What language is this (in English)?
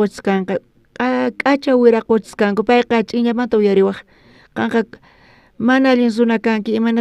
South Bolivian Quechua